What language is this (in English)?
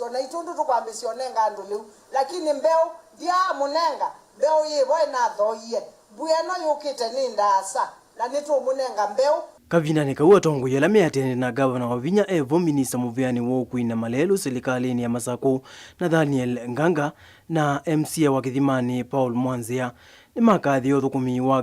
Kamba